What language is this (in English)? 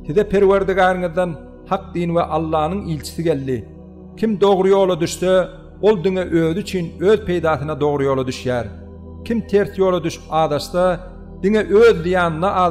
Turkmen